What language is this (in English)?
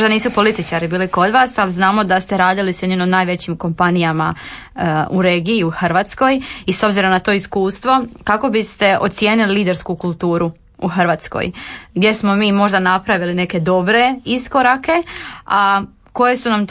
Croatian